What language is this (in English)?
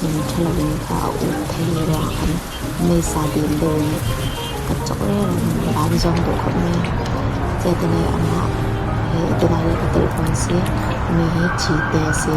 Falam Chin